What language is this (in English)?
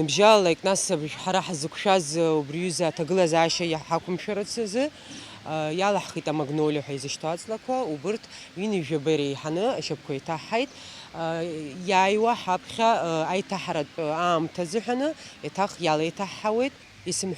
Abkhazian